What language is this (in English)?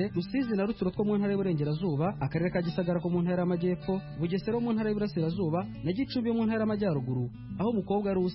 Kinyarwanda